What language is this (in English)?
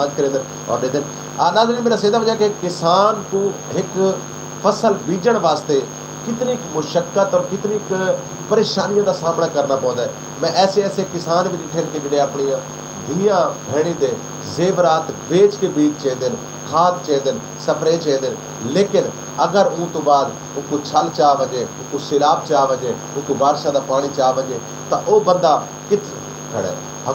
Saraiki